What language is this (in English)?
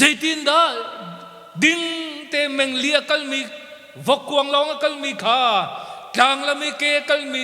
Hakha Chin